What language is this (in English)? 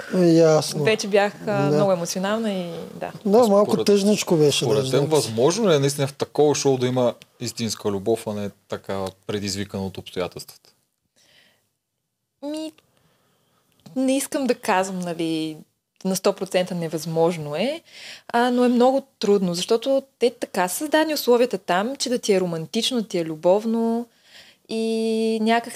Bulgarian